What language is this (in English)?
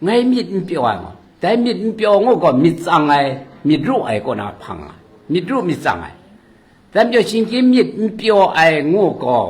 Kachin